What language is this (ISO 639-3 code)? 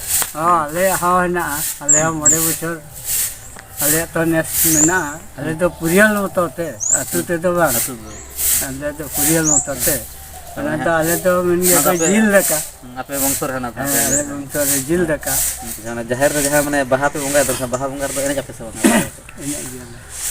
sat